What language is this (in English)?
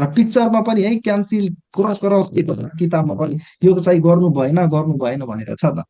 Nepali